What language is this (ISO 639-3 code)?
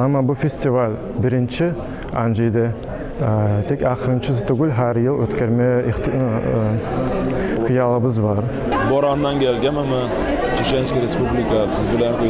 kum